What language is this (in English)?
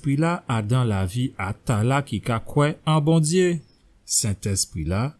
Guadeloupean Creole French